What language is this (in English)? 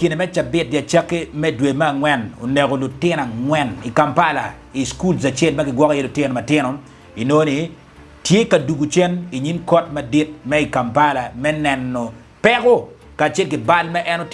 Acoli